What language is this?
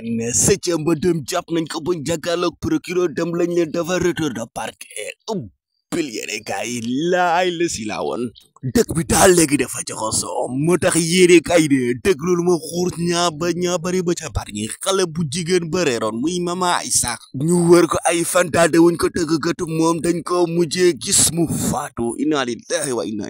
Wolof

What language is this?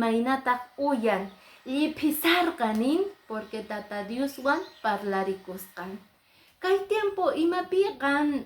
Quechua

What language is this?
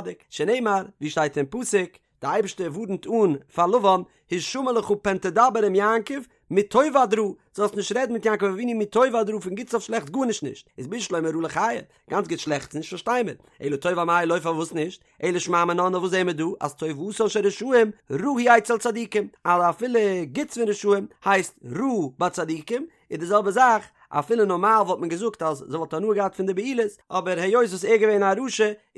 Yiddish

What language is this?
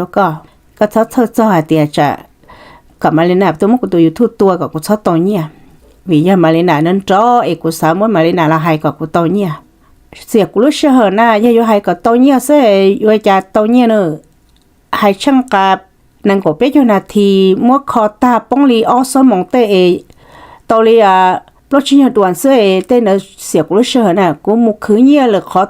Hmong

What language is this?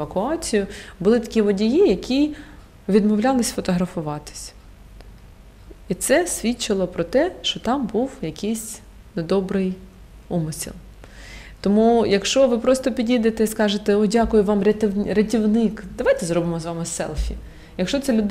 Ukrainian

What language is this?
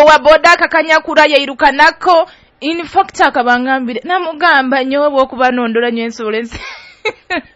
Nyoro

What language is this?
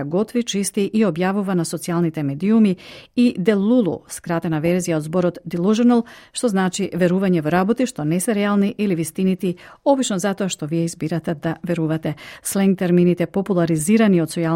Macedonian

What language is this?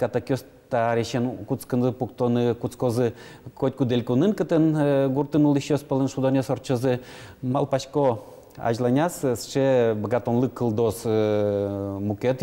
Udmurt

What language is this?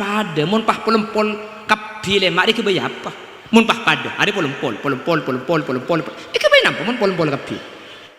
Madurese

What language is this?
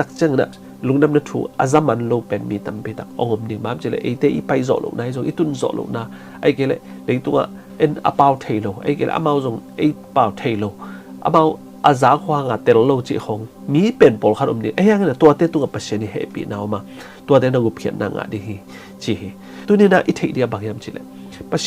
Tedim Chin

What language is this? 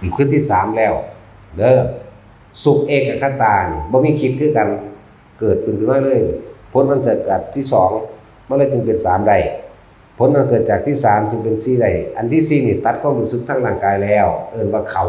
Northeastern Thai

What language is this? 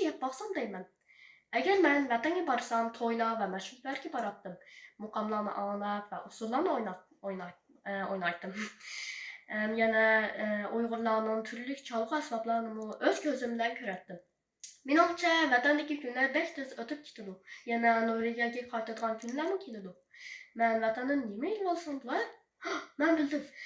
Uyghur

